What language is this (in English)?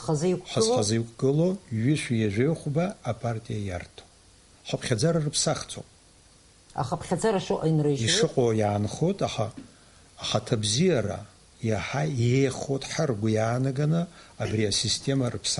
Abkhazian